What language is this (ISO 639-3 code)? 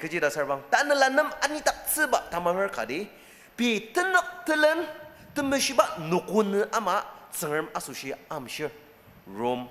njo